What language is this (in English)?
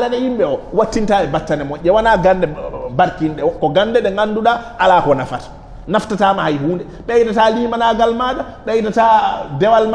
Fula